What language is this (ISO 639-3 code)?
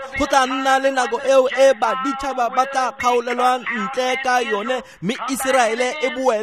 tsn